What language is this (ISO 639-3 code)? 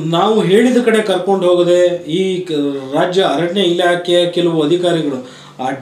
kan